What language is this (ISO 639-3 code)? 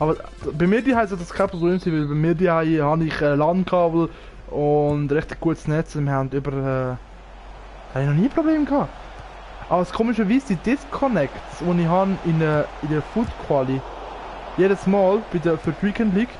gsw